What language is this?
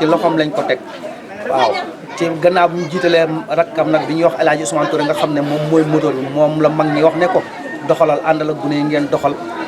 Wolof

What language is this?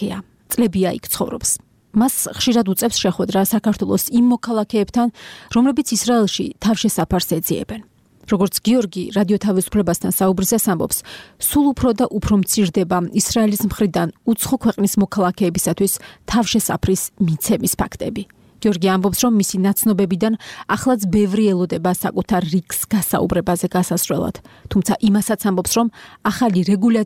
Georgian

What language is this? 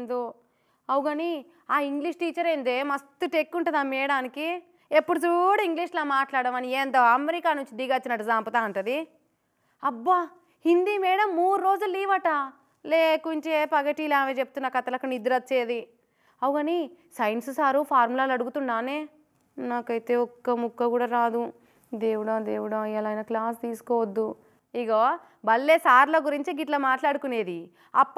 Telugu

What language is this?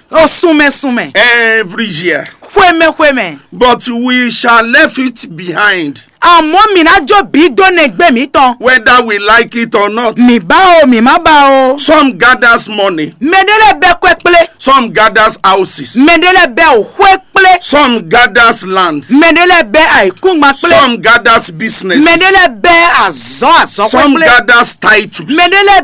Fon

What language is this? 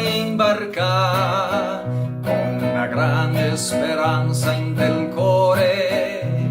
Venetian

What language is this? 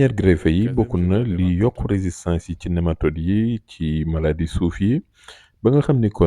Wolof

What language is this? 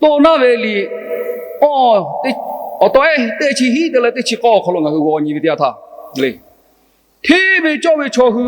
Lahu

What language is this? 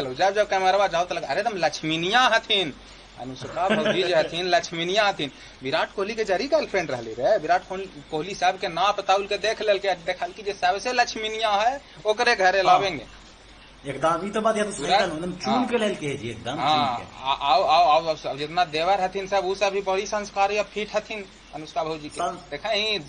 Magahi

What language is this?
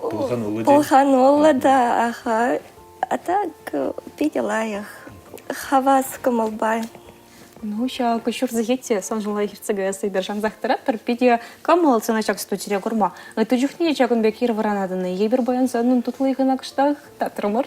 Chuvash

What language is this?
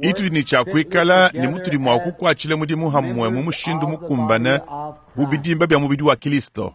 Luba-Lulua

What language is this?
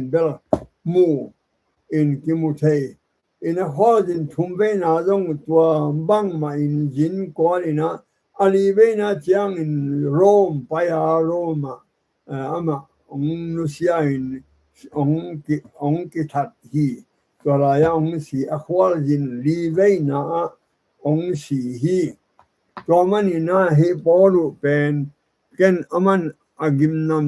Tedim Chin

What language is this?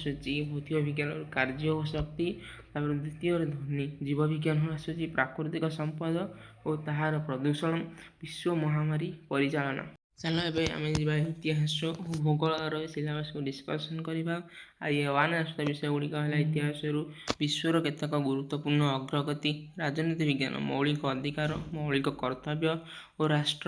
Odia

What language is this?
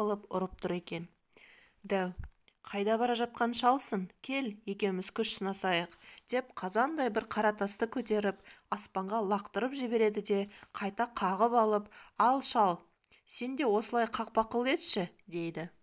Kazakh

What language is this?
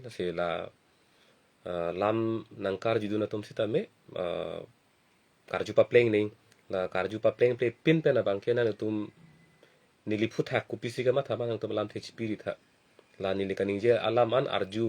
Karbi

